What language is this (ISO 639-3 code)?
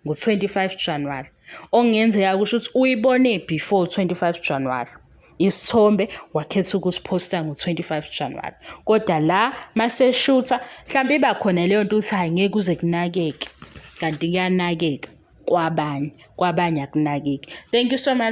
zul